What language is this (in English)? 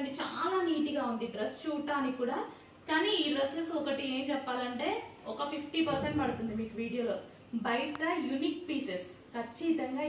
Telugu